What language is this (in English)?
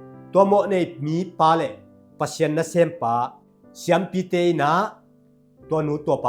Tedim Chin